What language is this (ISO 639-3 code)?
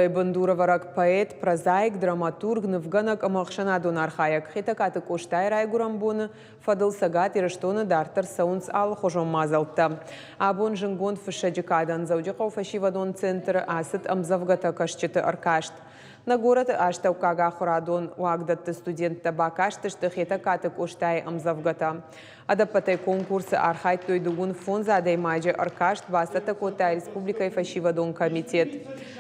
oss